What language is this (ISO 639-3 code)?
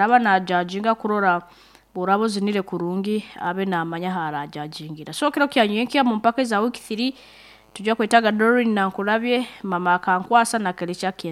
nyn